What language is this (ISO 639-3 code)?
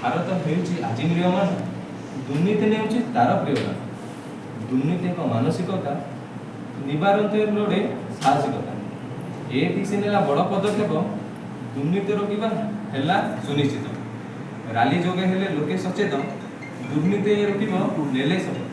ori